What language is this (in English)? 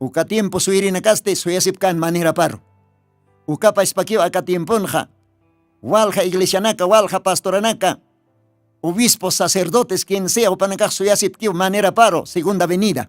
Aymara